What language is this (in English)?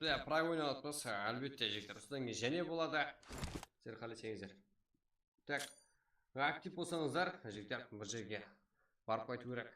Kara-Kalpak